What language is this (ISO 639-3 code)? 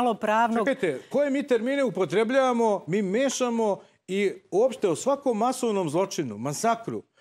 srp